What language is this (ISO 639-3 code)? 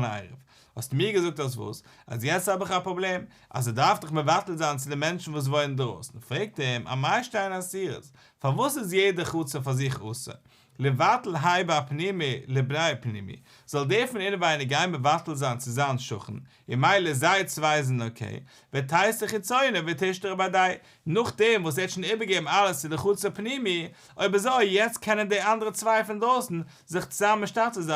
yid